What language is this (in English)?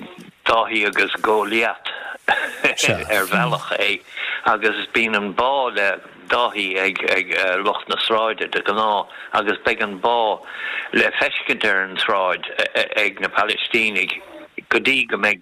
Irish